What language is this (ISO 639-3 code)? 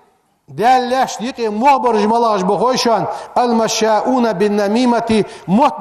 inh